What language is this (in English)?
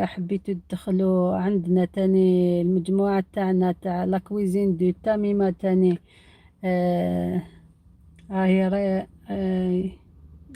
Algerian Arabic